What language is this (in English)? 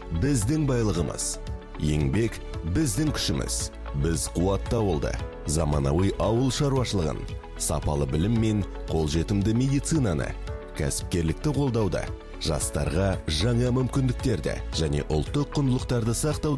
Kazakh